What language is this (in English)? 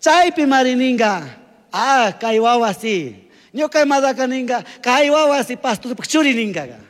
Chimborazo Highland Quichua